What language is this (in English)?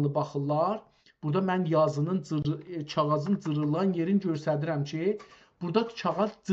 South Azerbaijani